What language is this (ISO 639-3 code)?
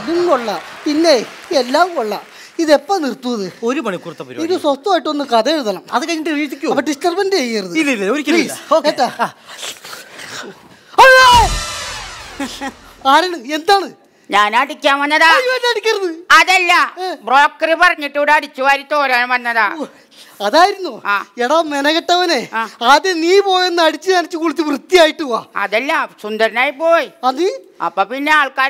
mal